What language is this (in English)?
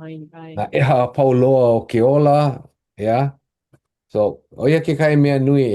Hawaiian